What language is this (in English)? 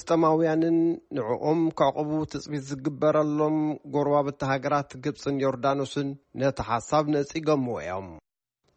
Tigrinya